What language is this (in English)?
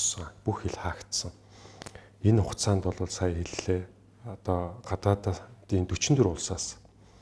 Mongolian